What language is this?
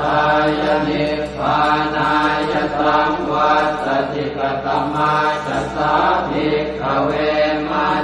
Pali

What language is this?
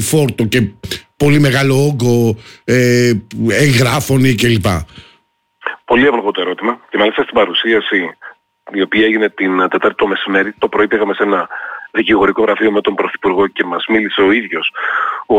Greek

